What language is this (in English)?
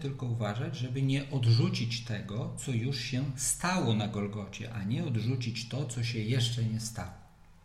Polish